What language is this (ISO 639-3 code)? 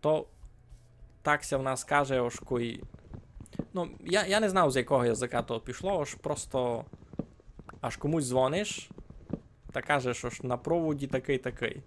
rue